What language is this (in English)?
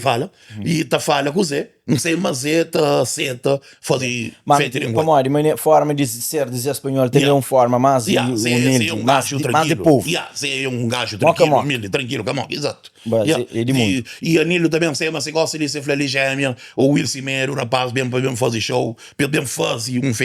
Kabuverdianu